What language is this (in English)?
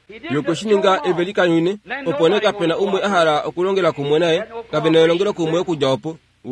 Kuanyama